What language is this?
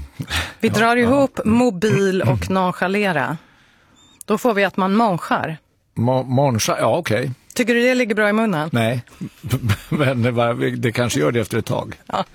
Swedish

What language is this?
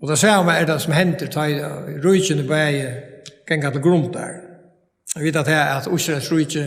Faroese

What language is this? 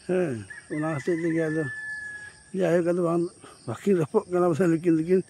Santali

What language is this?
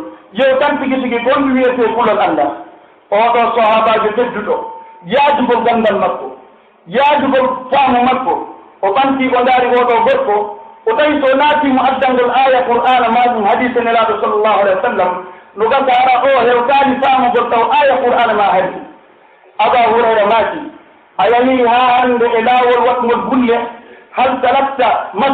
Pular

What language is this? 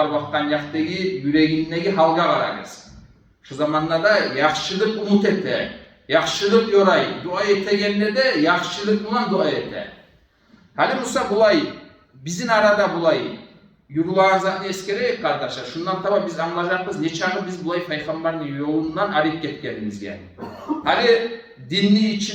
Kumyk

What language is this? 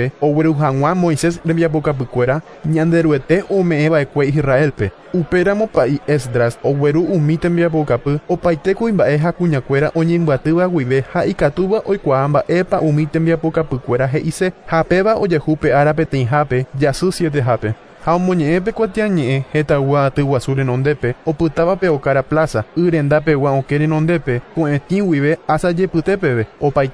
Guarani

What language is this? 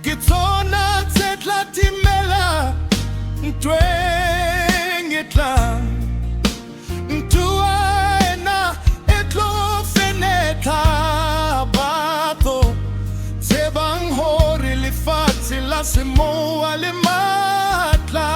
Southern Sotho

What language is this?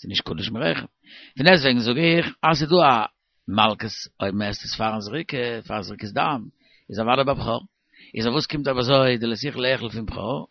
Yiddish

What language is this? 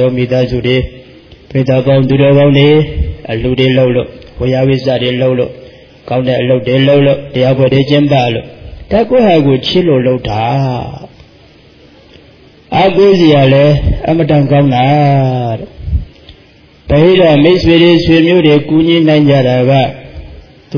Burmese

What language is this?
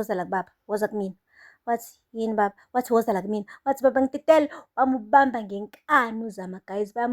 Zulu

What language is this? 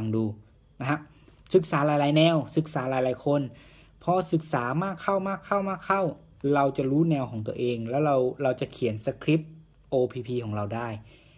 Thai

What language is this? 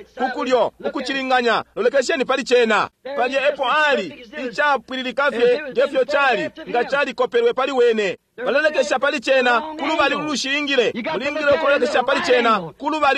Bemba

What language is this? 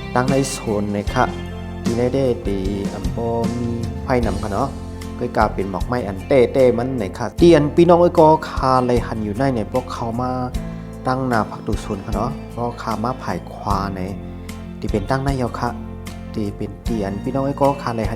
Shan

